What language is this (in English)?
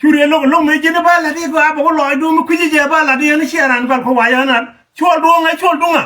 Nuer